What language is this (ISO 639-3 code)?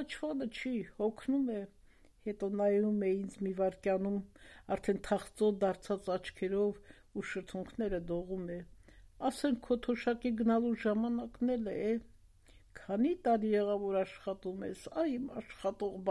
hye